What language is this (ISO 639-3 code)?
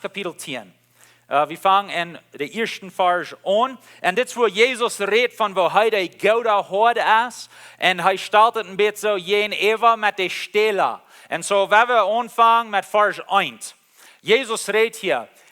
pdt